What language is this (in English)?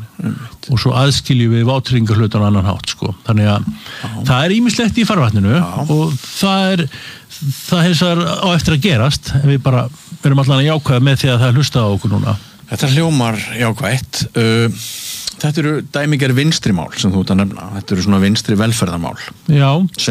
Icelandic